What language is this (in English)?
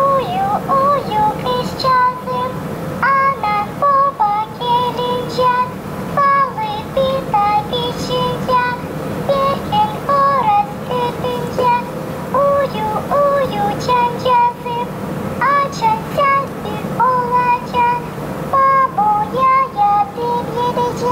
Gagauz